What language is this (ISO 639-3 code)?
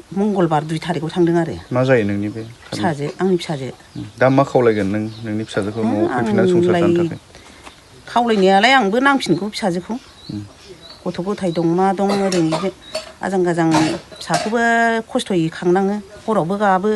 brx